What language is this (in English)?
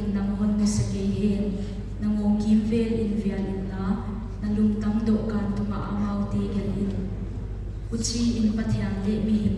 Paite Chin